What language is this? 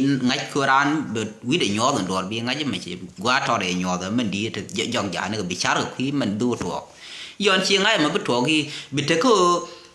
Nuer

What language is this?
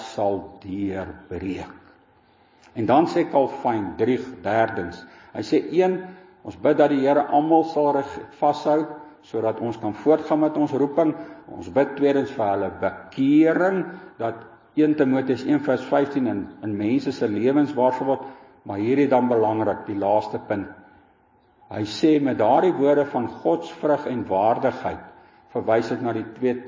Afrikaans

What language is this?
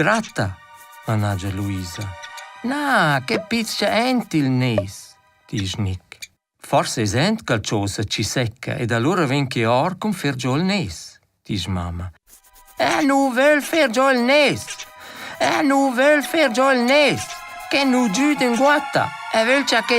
Romansh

